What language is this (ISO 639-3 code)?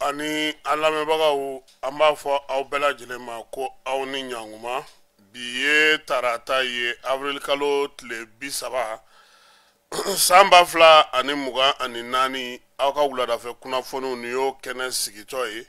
bam